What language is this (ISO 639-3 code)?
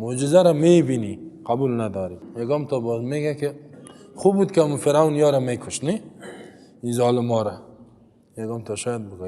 fas